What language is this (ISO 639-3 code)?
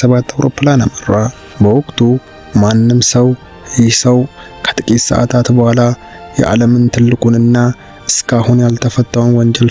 amh